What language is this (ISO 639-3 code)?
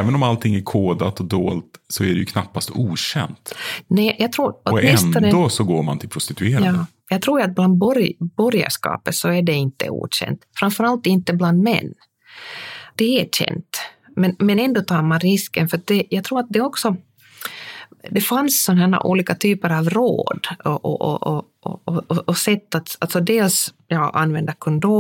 swe